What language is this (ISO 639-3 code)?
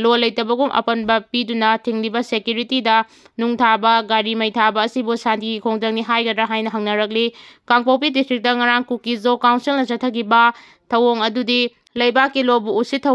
mni